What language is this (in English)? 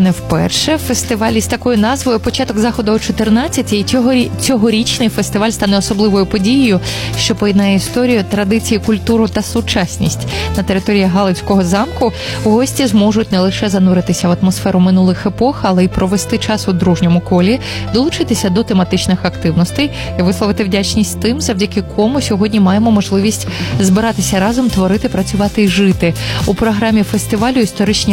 Ukrainian